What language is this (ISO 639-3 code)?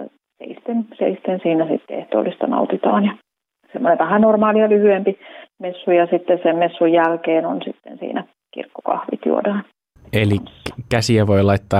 fin